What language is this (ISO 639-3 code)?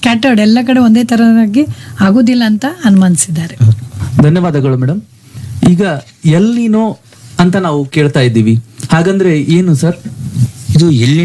kan